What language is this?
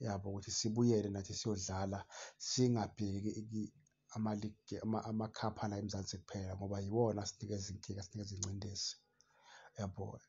Zulu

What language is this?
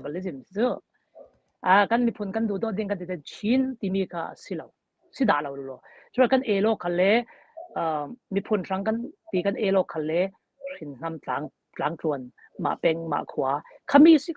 Falam Chin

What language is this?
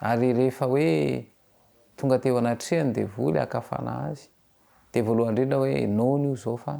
Malagasy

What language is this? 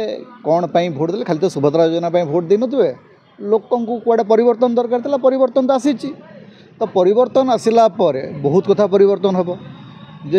Odia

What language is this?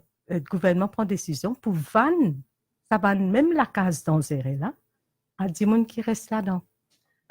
Morisyen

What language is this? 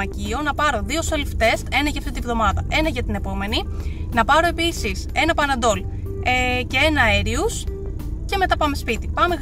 Greek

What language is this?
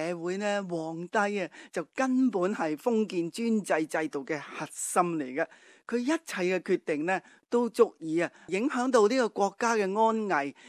Cantonese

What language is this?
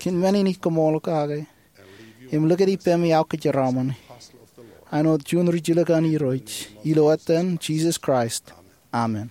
Marshallese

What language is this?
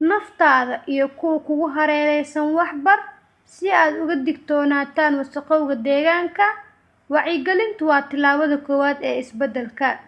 Somali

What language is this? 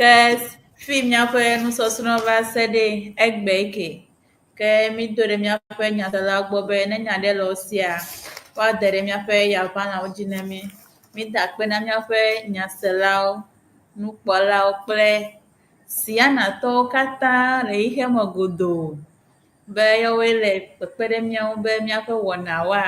Ewe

